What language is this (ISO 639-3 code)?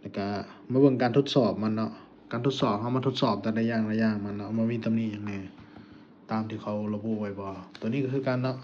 lao